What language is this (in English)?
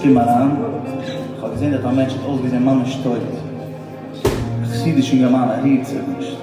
Yiddish